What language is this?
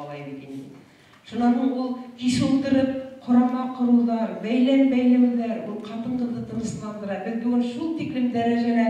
Bashkir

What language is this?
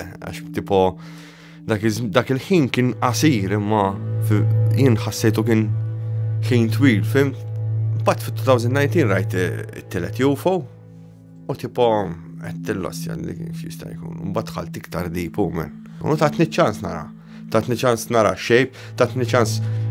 Maltese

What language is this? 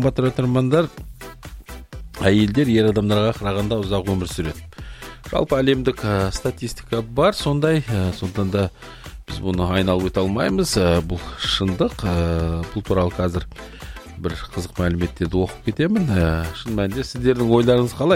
Kazakh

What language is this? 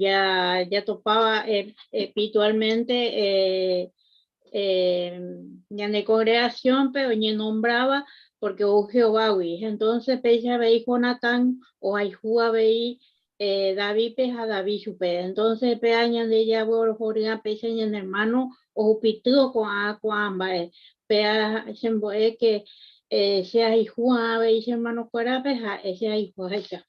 Guarani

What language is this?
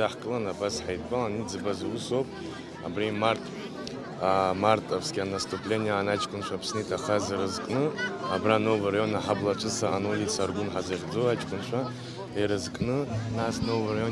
Abkhazian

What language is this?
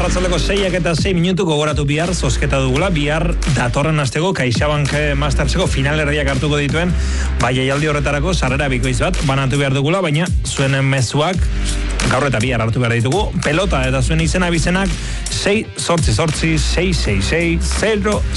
Basque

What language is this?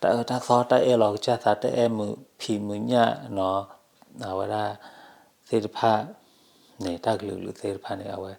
S'gaw Karen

